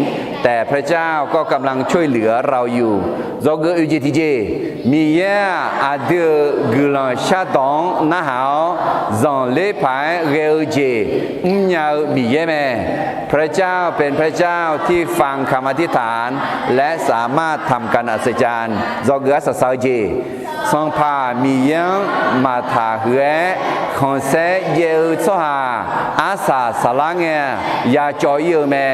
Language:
Akha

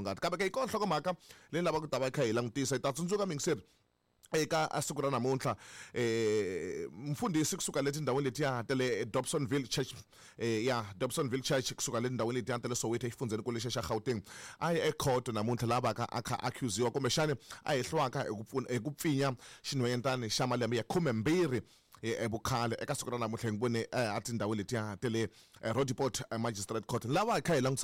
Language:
Tsonga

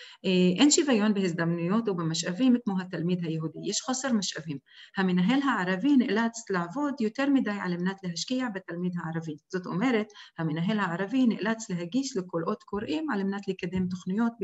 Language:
Hebrew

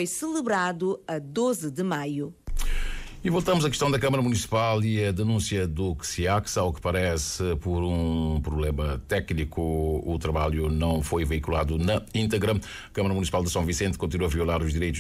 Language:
Portuguese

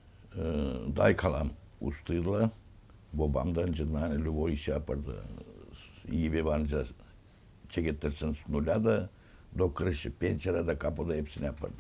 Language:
Gagauz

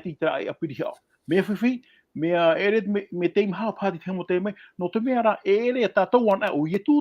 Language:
Tahitian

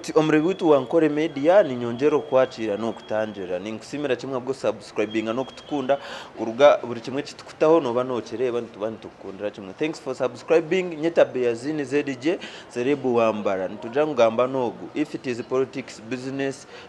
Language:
Nyankole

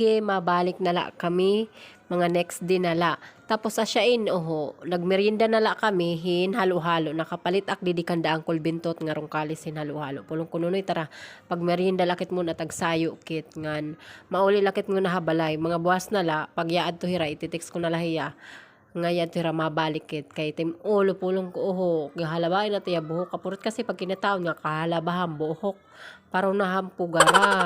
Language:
Waray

